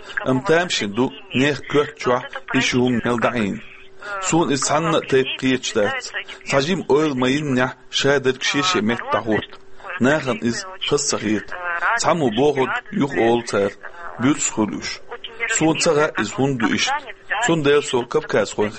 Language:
Chechen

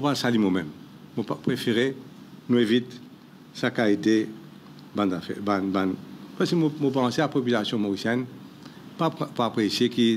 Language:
Morisyen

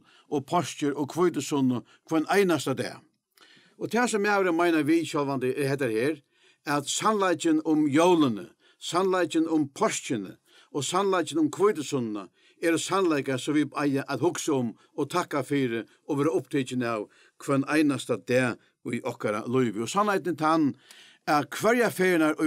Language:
Faroese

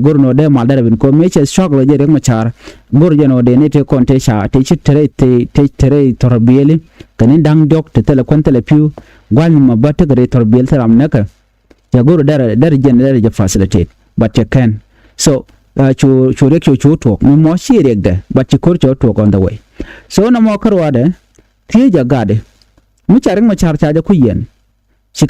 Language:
Nuer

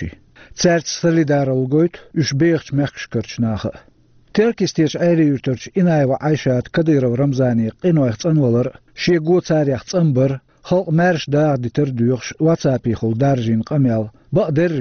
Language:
Chechen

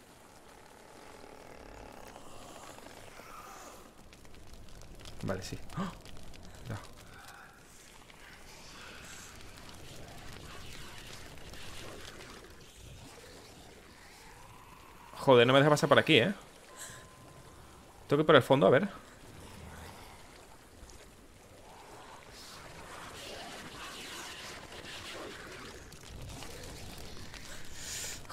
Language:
Spanish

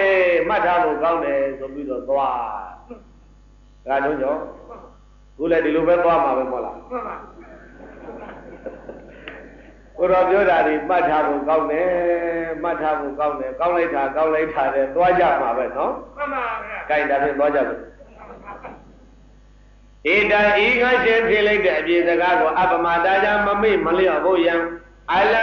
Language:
Burmese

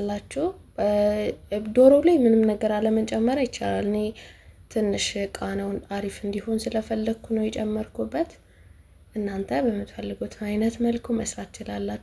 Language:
Amharic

